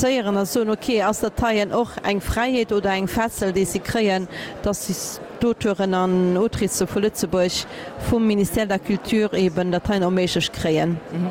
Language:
Luxembourgish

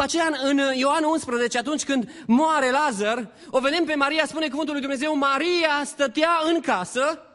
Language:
Romanian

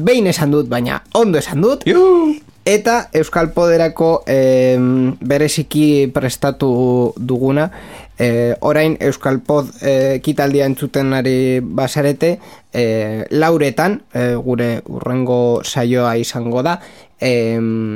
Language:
Basque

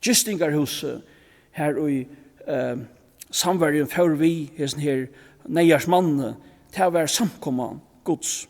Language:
Faroese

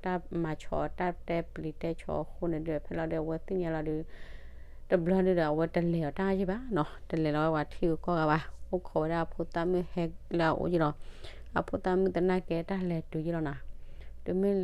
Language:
S'gaw Karen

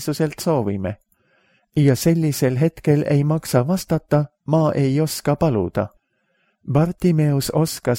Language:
Estonian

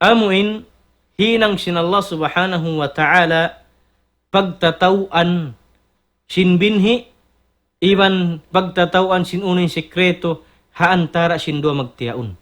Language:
Tausug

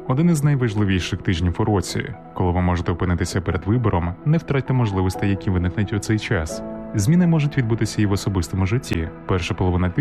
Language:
Ukrainian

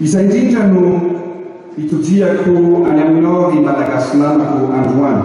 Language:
Malagasy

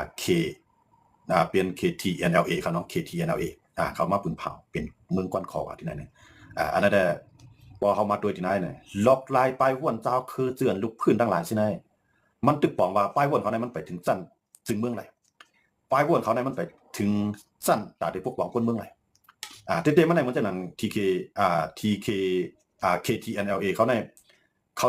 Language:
Shan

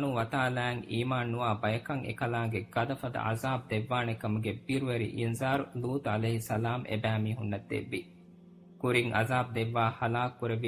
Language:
Divehi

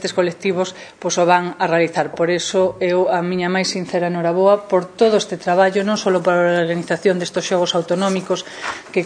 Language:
Galician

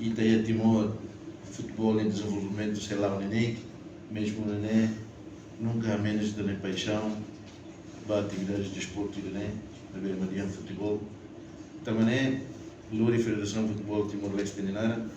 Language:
Tetum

